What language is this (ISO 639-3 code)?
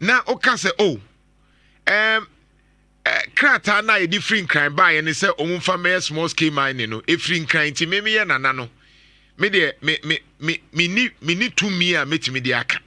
aka